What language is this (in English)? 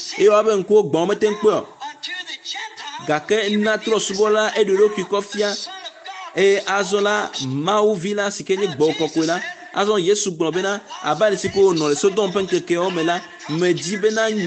Ewe